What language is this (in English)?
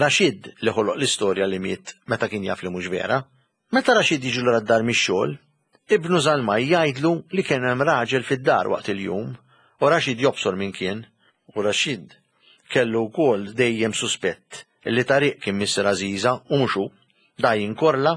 Maltese